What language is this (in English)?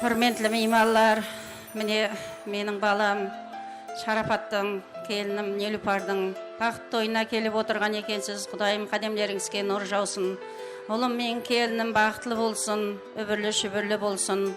Kara-Kalpak